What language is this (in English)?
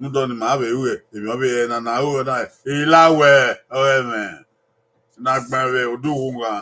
Bini